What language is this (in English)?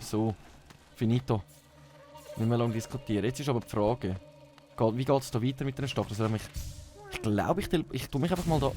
Swiss German